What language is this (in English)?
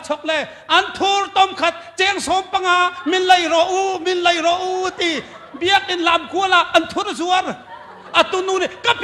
Hakha Chin